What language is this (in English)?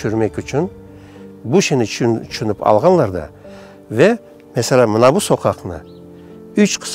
Crimean Tatar